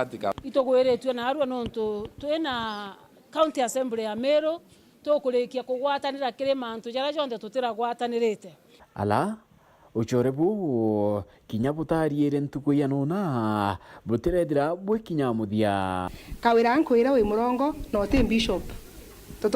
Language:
Meru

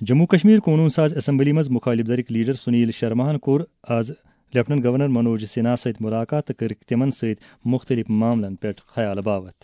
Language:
Kashmiri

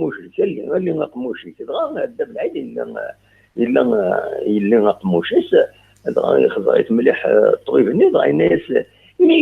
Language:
Kabyle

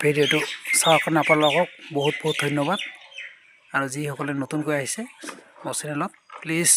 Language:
Assamese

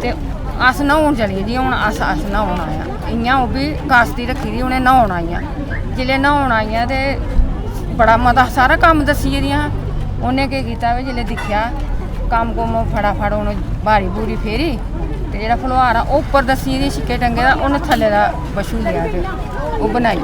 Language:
Dogri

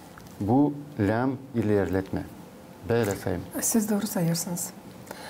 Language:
Gagauz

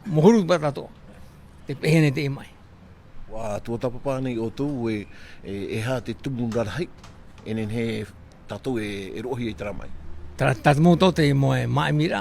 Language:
Tahitian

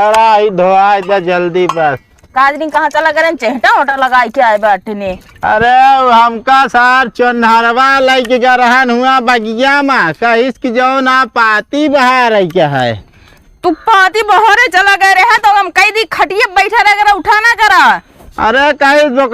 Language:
Awadhi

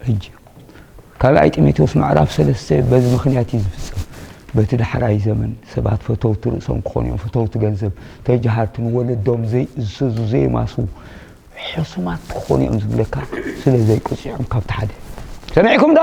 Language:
Tigrinya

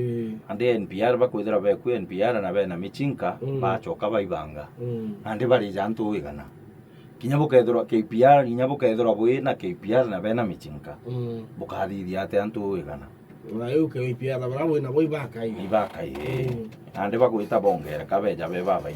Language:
Meru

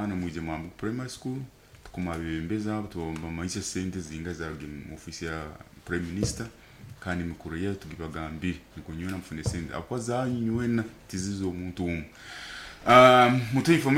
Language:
Nyoro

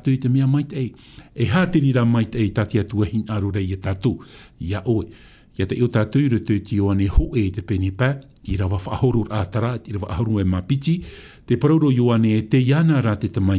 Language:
Tahitian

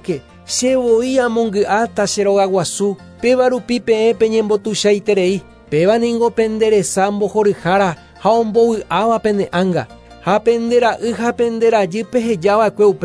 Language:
Guarani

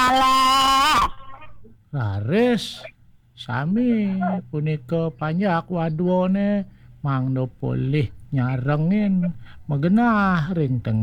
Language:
Balinese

